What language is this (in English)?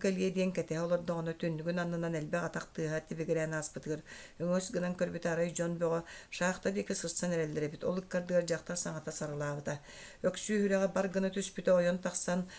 Yakut